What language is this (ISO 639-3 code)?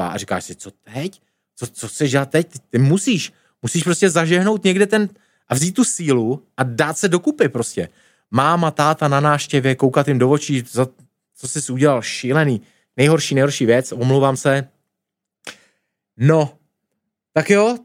ces